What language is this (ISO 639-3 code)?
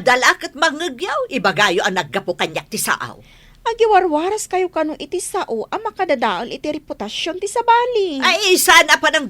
ilo